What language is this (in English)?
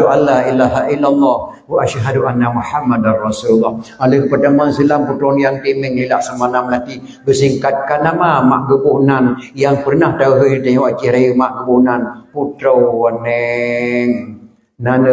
Achinese